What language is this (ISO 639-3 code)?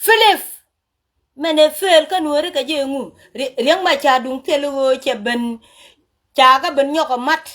nus